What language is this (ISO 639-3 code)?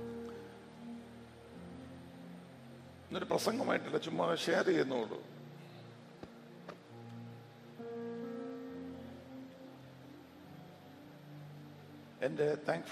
mal